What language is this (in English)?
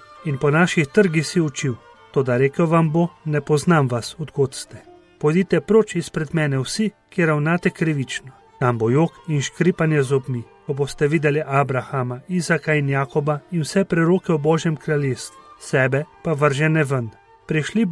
Slovenian